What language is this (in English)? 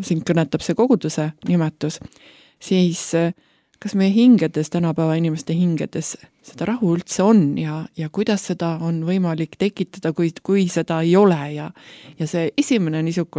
Estonian